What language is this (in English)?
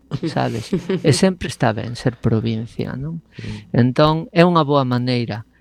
Galician